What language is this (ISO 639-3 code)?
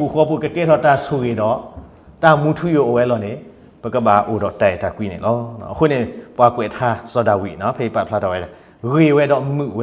ksw